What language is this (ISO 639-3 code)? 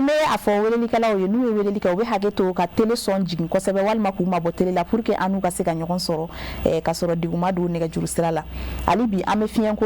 bam